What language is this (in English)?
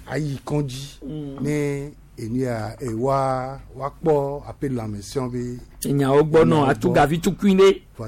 Gen